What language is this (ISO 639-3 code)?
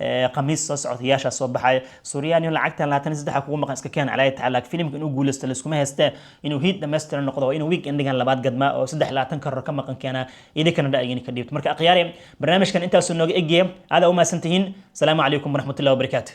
som